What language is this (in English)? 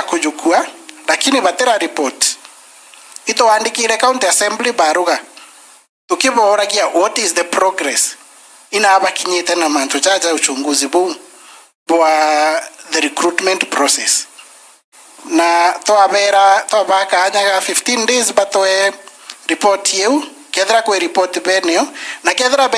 Meru